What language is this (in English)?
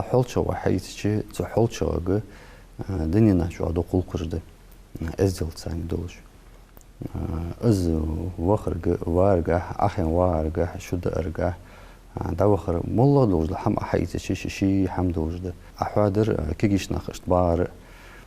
Ingush